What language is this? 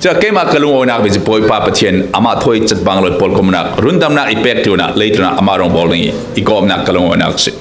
Falam Chin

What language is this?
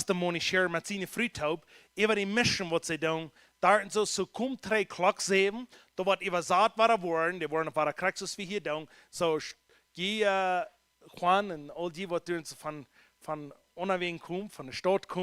Plautdietsch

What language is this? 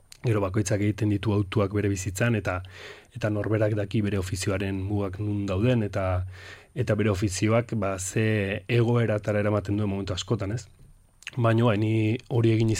Basque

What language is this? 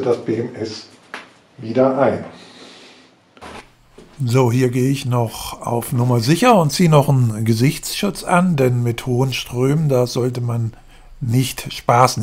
German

